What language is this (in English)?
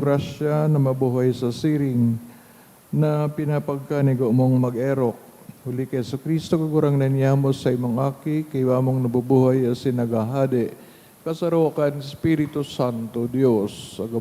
Bikol